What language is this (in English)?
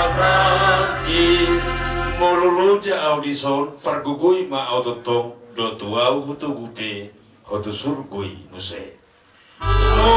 Batak Toba